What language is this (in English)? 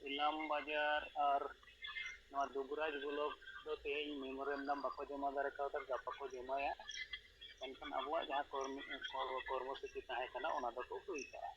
Santali